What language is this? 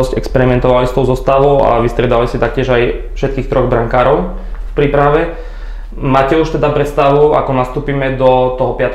Slovak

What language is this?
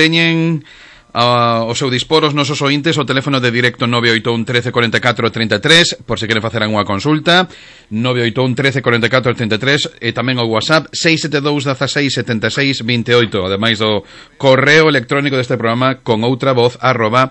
Galician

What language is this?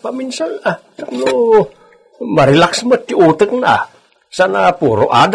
Iloko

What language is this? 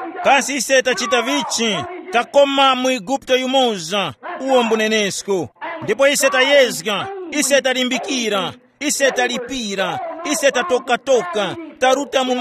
Tumbuka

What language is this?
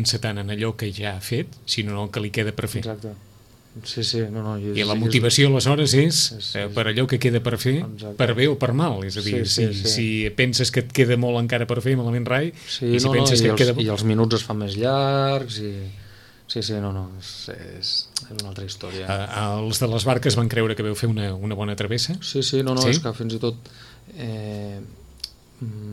Catalan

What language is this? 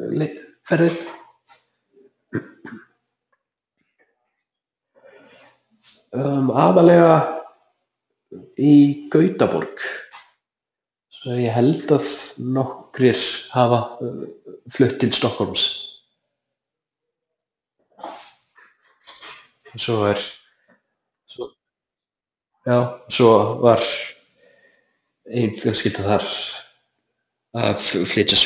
Icelandic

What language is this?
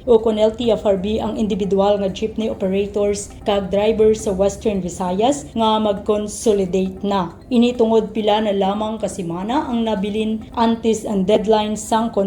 Hiligaynon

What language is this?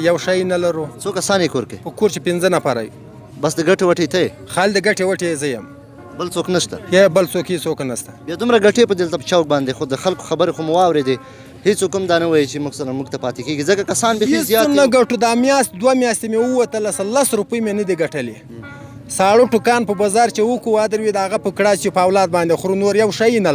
Pashto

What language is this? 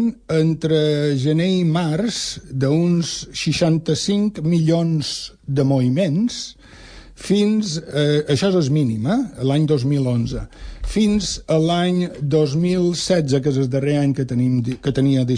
Catalan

